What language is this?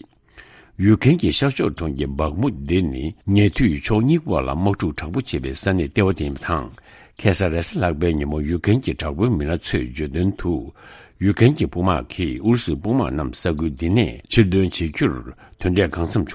Tibetan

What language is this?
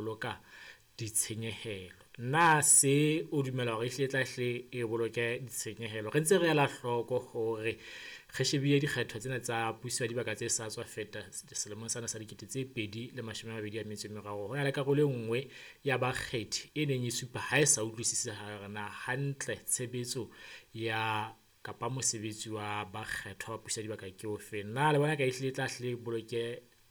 Southern Sotho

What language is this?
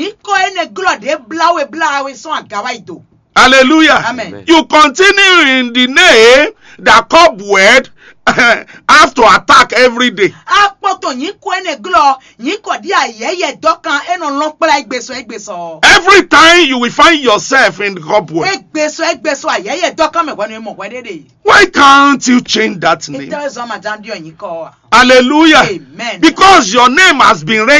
Fon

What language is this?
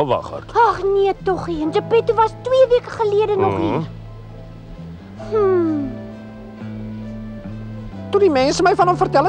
Afrikaans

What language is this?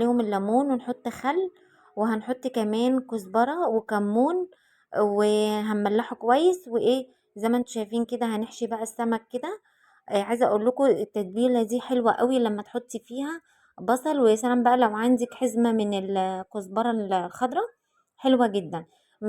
Egyptian Arabic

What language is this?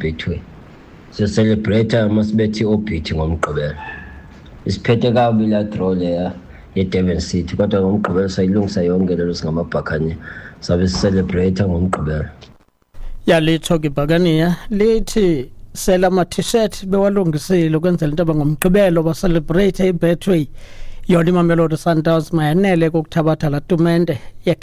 Xhosa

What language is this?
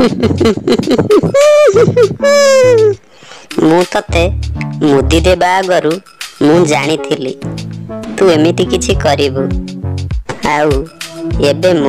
Odia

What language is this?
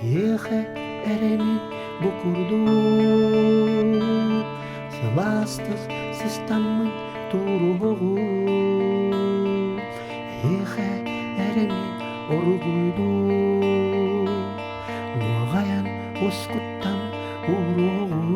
Yakut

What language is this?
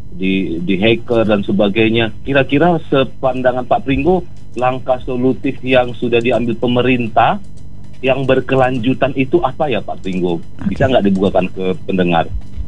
Indonesian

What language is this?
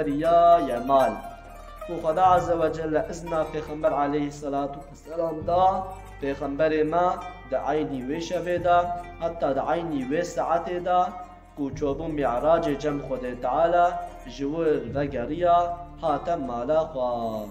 Kurdish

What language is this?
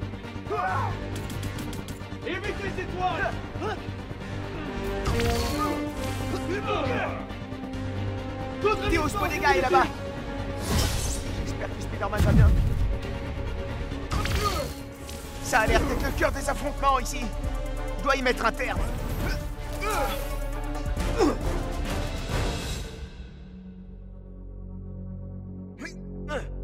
French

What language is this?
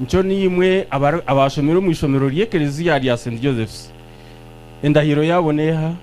Nyankole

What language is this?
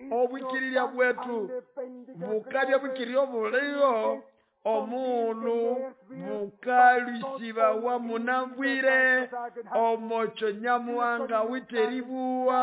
Nande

